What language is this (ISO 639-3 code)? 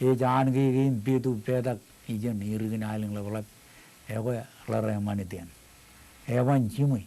mah